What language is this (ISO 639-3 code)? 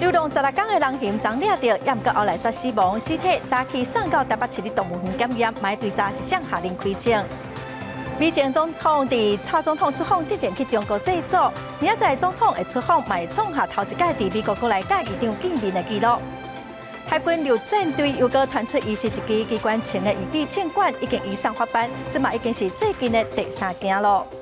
nan